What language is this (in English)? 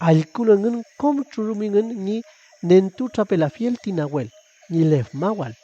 Mapuche